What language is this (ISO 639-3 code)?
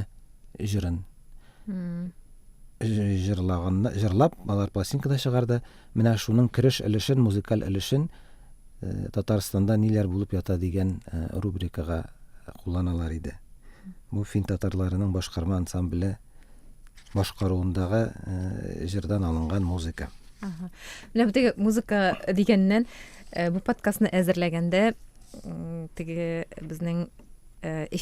tat